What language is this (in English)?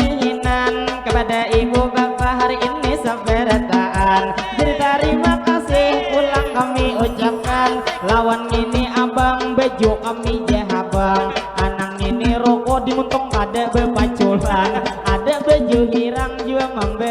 Banjar